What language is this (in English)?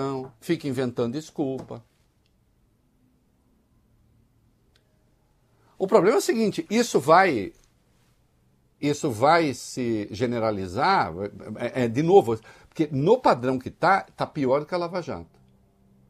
Portuguese